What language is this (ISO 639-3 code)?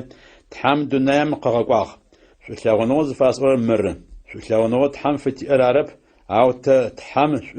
ady